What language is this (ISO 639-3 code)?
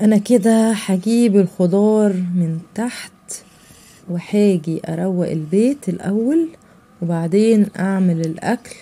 arz